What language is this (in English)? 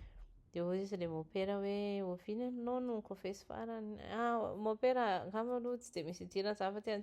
Malagasy